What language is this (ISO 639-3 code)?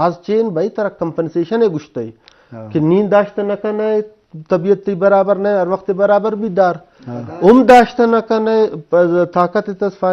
bgp